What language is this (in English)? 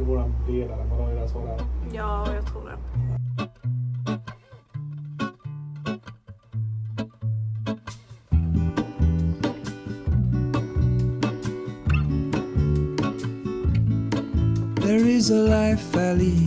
Swedish